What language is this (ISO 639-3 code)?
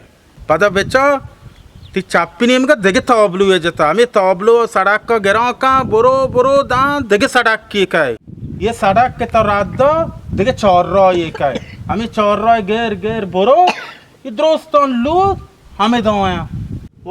bal